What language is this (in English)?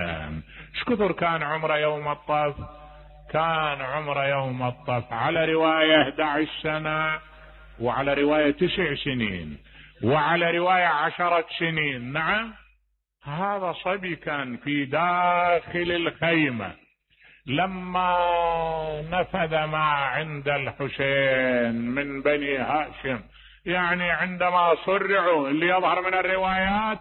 Mesopotamian Arabic